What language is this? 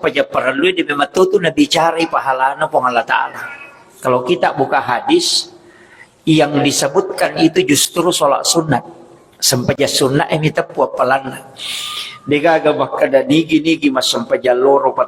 Buginese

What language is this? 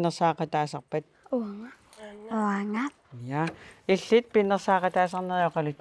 Kalaallisut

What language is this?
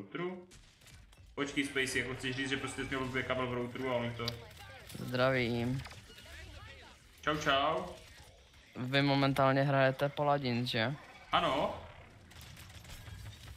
Czech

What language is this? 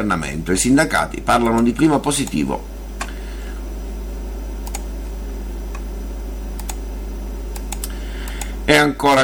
Italian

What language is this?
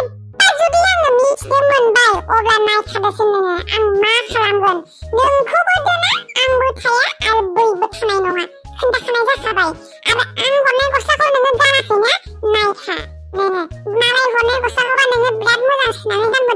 Bodo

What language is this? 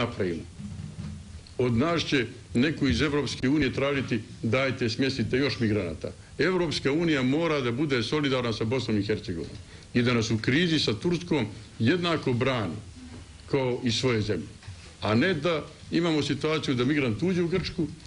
Bosnian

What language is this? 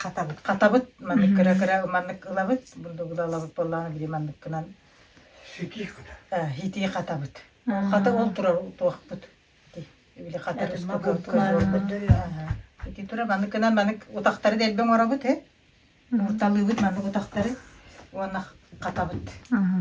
Yakut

